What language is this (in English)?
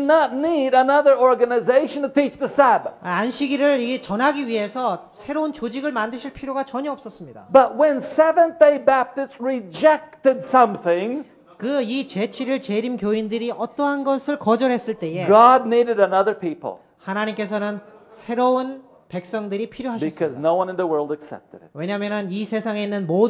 Korean